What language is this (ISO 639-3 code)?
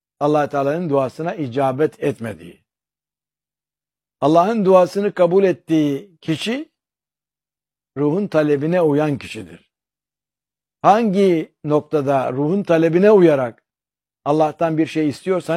tur